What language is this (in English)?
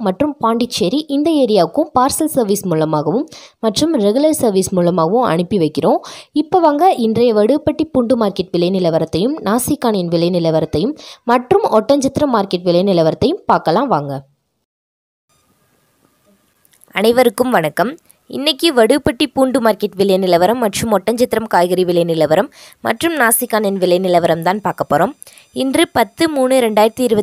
Tamil